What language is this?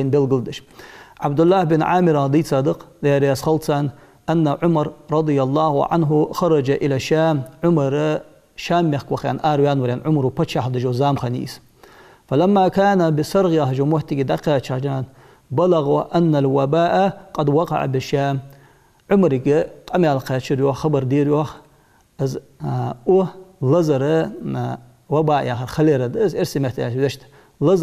Ingush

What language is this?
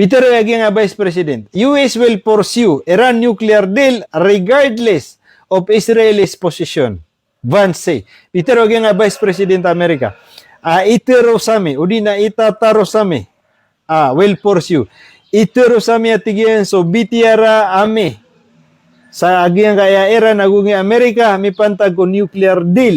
Maranao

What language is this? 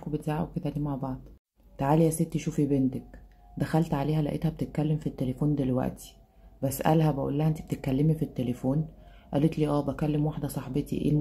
Egyptian Arabic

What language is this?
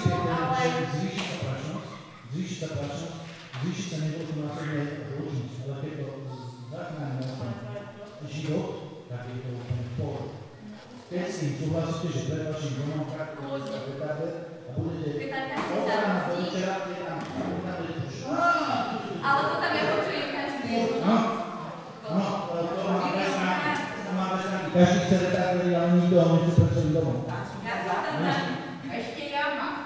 Slovak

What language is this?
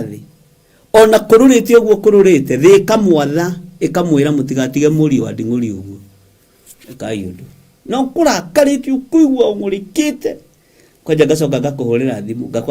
Kikuyu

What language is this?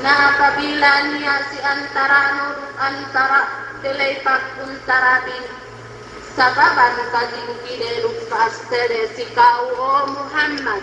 Yakan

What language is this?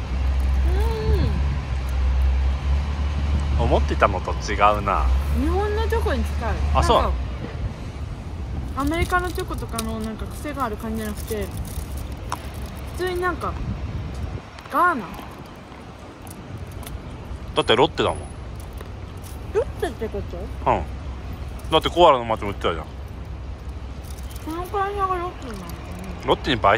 Japanese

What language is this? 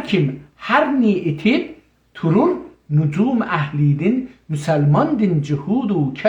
South Azerbaijani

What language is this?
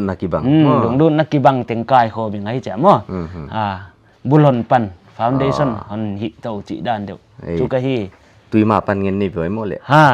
Paite Chin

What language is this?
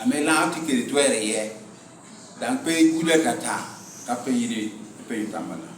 Lango (Uganda)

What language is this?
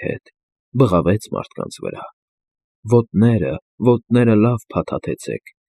Armenian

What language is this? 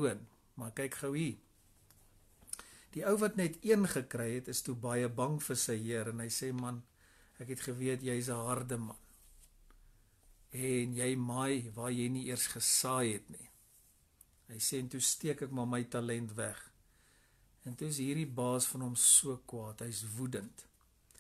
Afrikaans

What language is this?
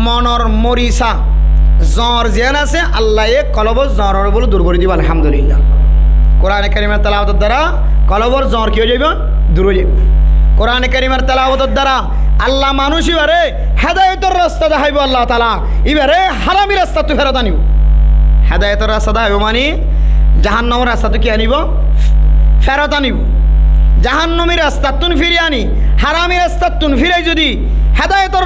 Rohingya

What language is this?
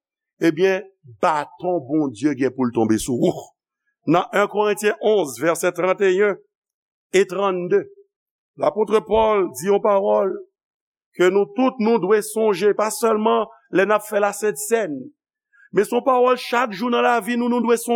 Haitian Creole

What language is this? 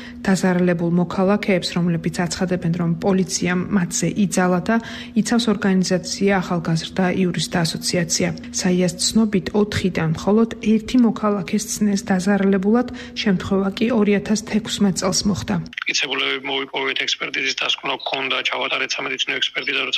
Georgian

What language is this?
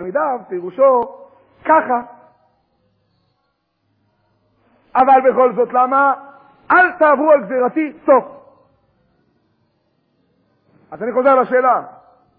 Hebrew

